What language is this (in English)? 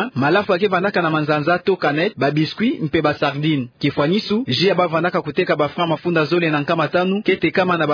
Kituba (Democratic Republic of Congo)